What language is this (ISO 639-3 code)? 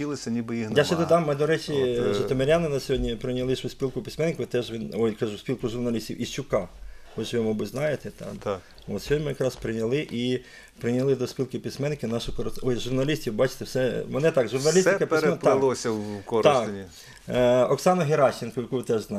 ukr